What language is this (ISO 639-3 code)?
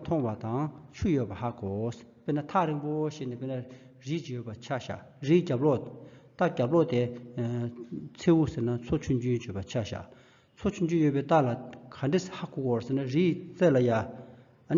bod